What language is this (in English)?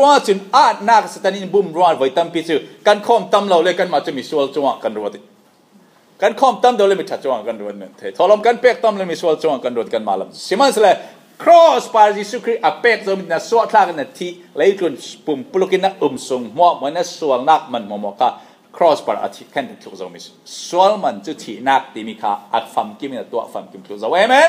Falam Chin